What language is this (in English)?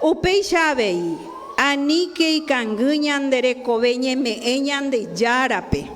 Guarani